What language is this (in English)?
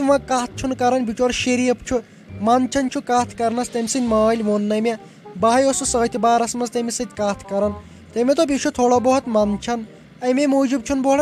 Kashmiri